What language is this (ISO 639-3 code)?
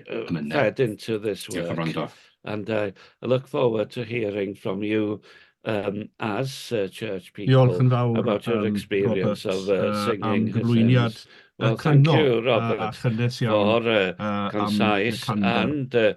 cym